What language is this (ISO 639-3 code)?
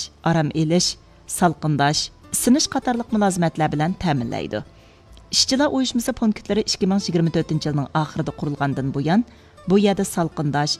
uig